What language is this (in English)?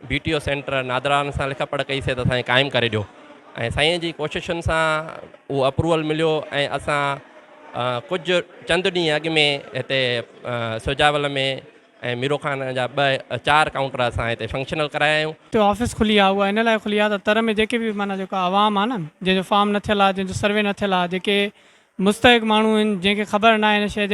Sindhi